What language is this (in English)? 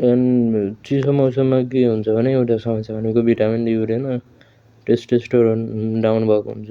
Nepali